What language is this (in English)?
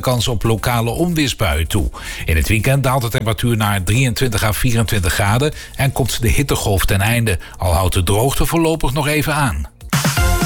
Dutch